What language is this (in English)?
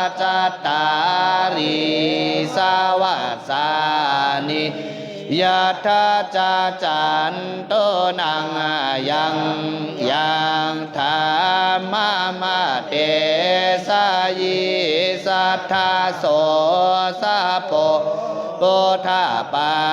Pali